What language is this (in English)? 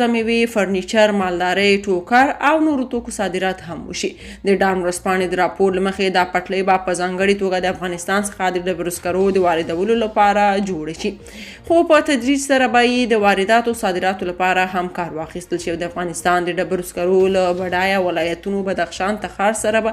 Pashto